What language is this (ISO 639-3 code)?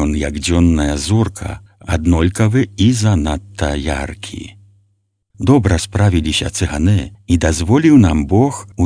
bel